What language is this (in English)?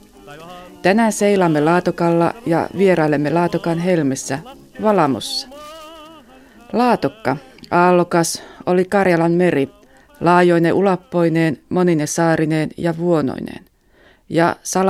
Finnish